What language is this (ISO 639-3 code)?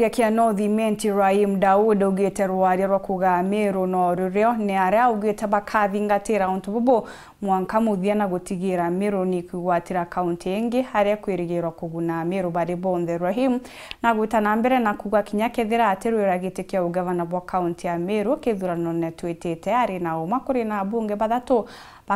mer